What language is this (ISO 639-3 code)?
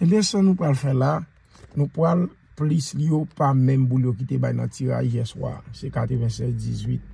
hat